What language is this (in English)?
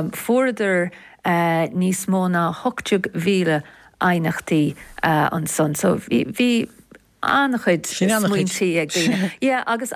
Irish